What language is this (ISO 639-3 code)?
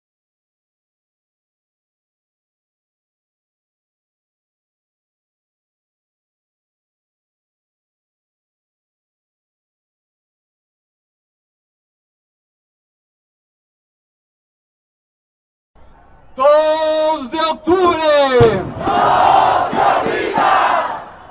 spa